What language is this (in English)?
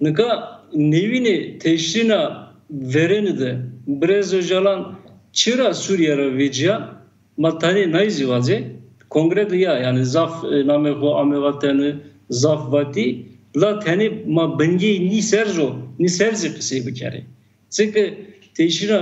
Zaza